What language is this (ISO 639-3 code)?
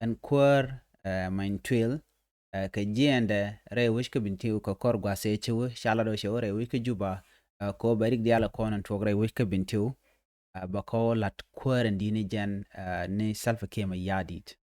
nus